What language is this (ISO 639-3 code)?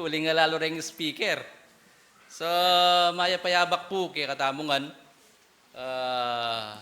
pam